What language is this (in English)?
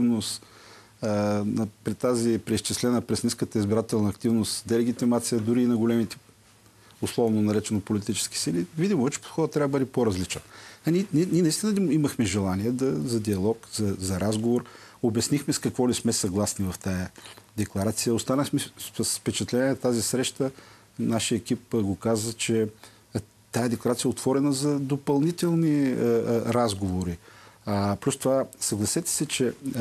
Bulgarian